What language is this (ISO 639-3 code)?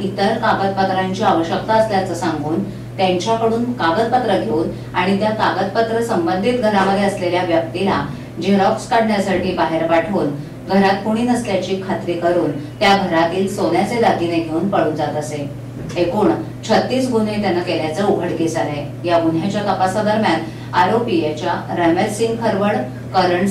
mar